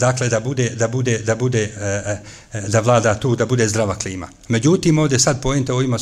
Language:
Bosnian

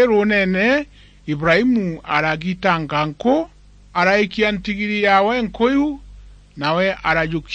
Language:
Meru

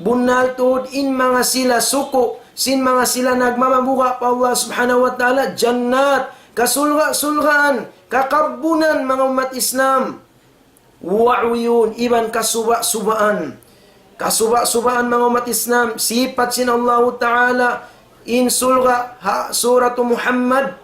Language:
Tausug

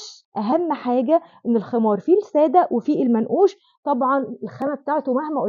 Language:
Egyptian Arabic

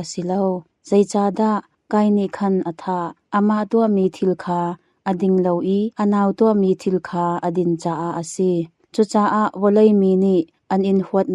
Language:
Hakha Chin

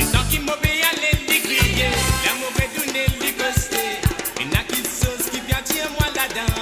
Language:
Morisyen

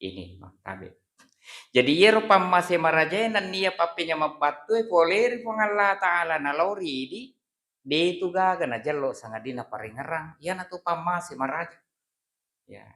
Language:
Buginese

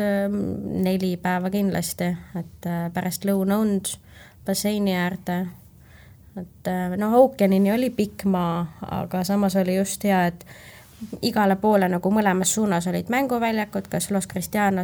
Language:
Estonian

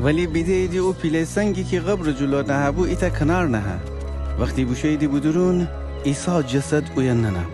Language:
Gilaki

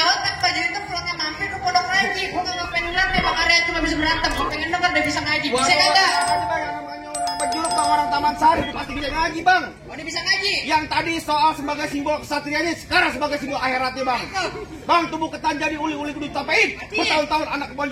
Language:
Betawi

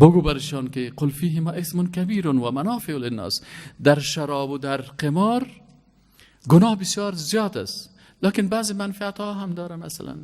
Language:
Persian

